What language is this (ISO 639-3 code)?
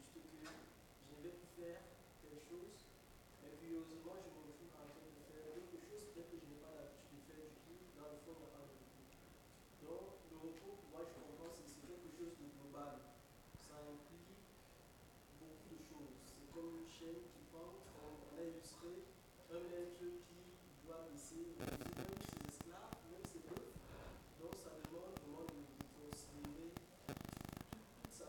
fra